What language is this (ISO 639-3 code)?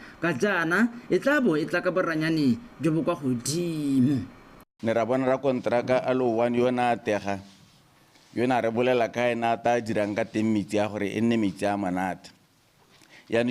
tsn